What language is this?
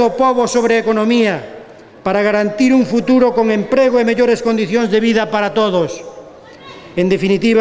Galician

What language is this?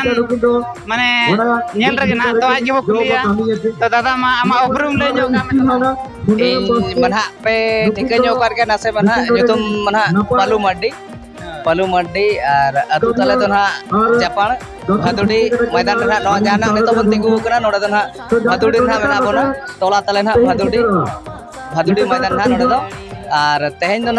Santali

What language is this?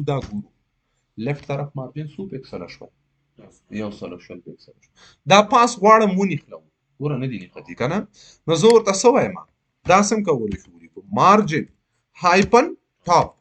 Pashto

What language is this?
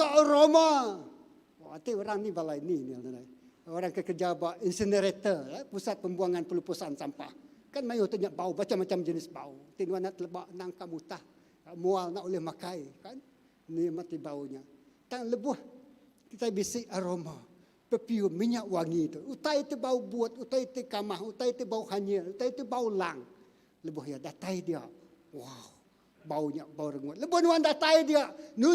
Iban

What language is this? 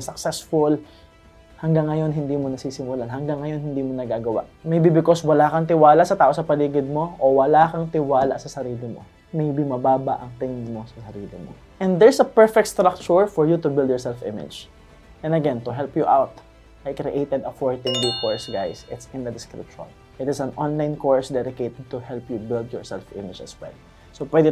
Filipino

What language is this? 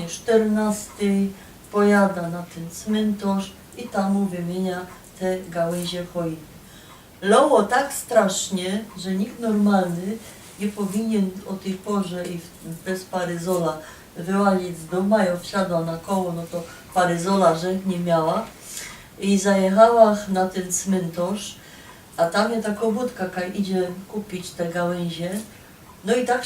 Silesian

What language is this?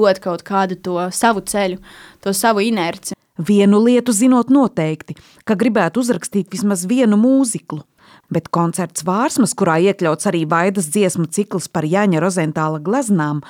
Latvian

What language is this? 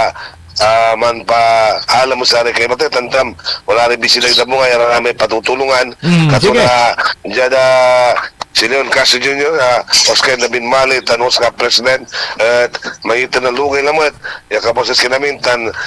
Pangasinan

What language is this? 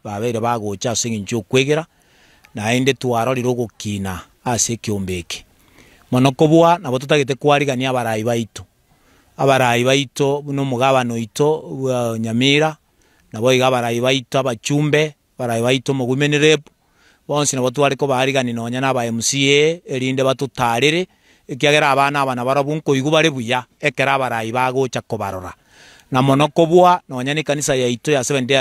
Gusii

